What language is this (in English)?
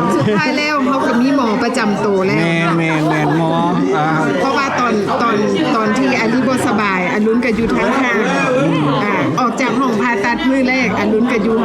Lao